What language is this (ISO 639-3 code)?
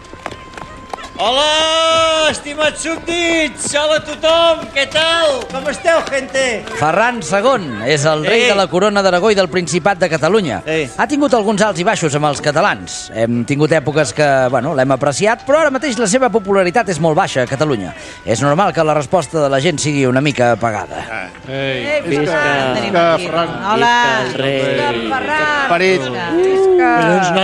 cat